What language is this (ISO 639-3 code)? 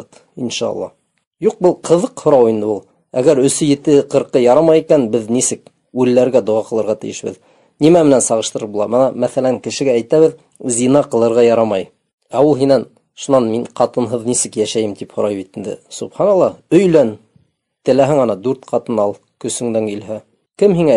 bak